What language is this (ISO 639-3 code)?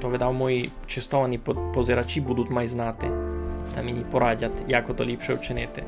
rue